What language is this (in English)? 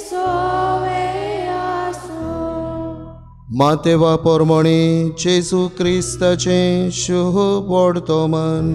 Konkani